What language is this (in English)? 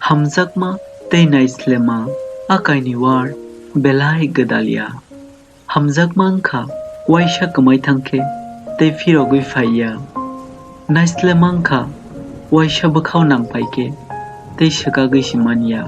Kok Borok